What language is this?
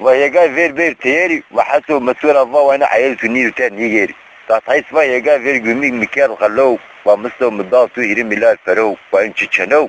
Zaza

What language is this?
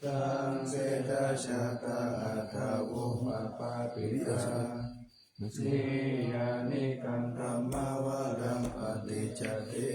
Pali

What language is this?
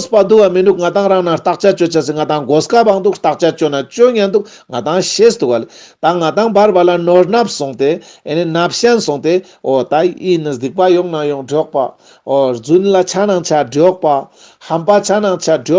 Ladakhi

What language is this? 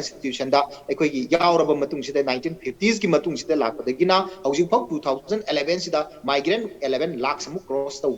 Manipuri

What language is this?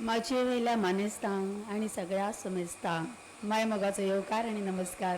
Konkani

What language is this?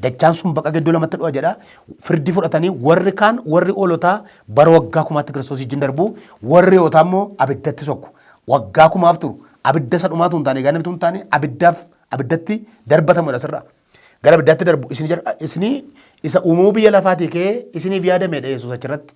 Oromo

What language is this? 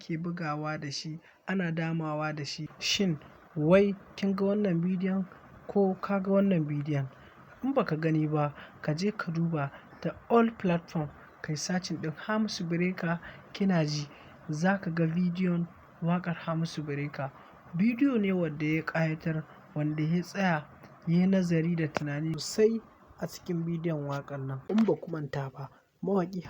Hausa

